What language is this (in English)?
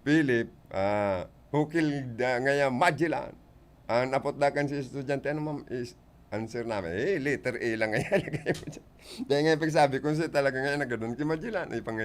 Bikol